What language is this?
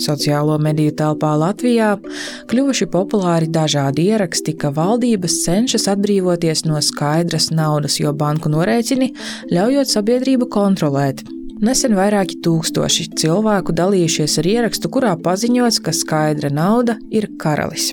Latvian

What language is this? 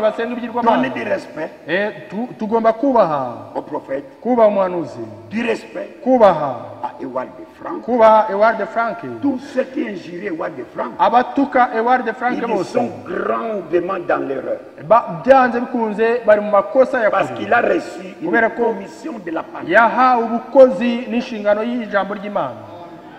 Kinyarwanda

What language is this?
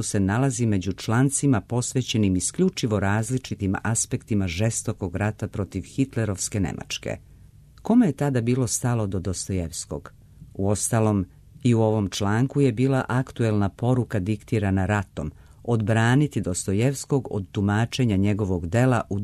Serbian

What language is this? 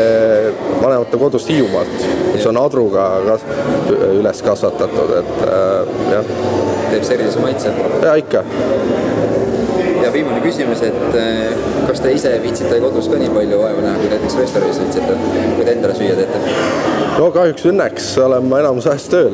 Estonian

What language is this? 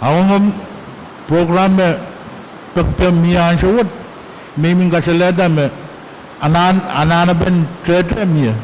Pohnpeian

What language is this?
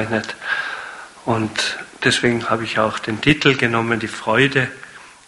German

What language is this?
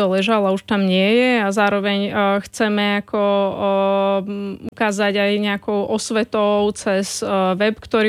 Slovak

